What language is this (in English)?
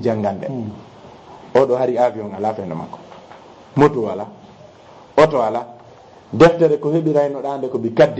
Fula